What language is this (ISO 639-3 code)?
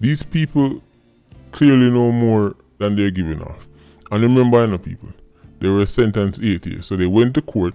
jam